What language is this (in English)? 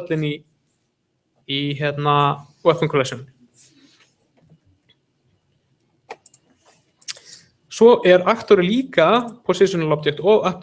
Icelandic